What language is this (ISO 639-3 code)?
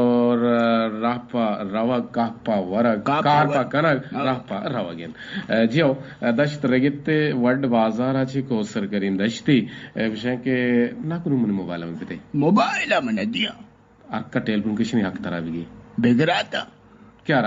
bgp